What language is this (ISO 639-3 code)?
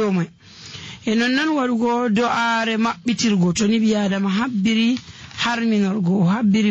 fuv